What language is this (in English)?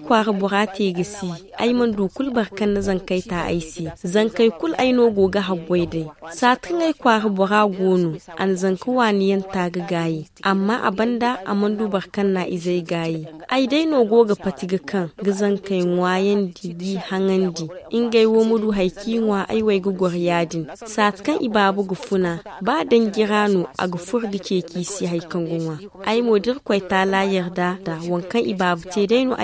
Zarma